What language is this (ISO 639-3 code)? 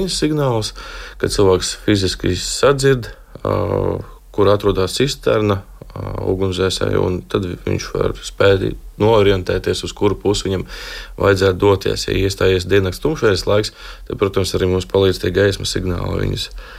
lav